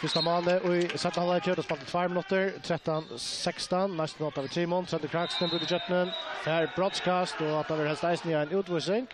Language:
Faroese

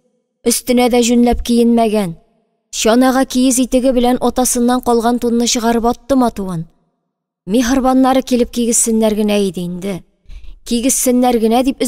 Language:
Tatar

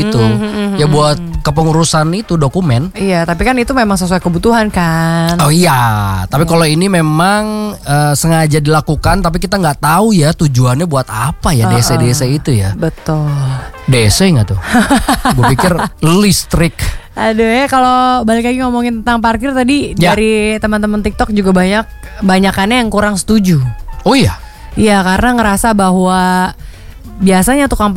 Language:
Indonesian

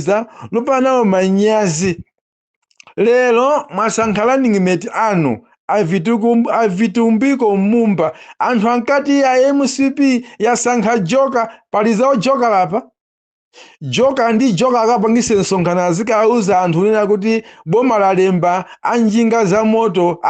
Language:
Nyanja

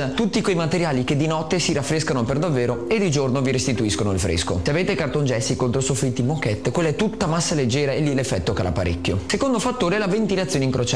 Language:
Italian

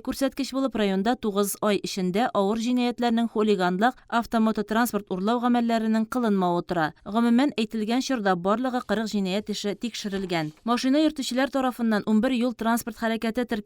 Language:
Tatar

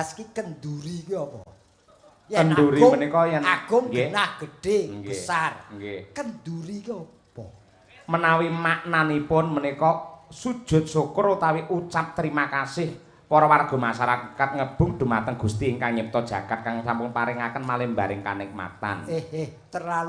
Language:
Javanese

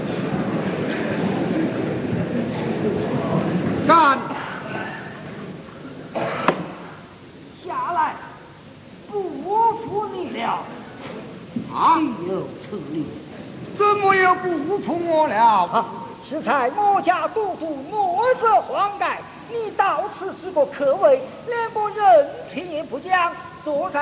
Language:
Chinese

